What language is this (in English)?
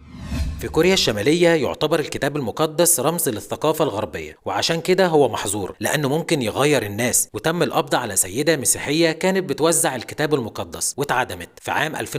Egyptian Arabic